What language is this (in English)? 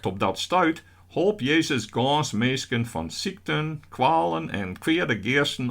Western Frisian